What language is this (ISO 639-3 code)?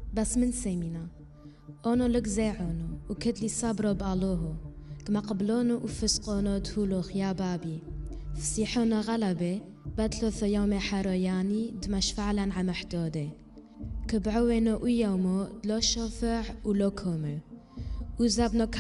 tru